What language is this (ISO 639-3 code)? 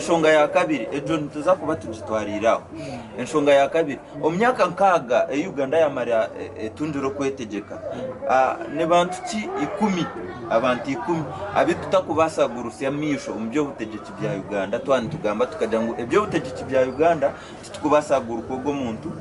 nyn